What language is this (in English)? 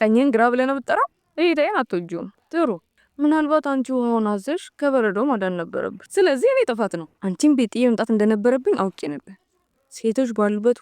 Amharic